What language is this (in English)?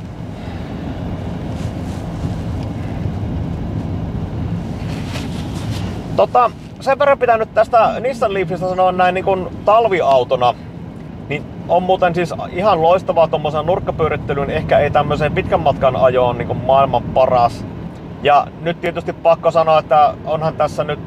Finnish